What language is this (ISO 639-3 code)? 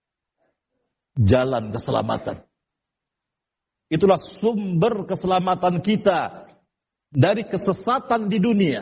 ind